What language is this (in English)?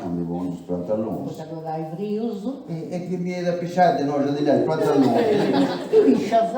Sardinian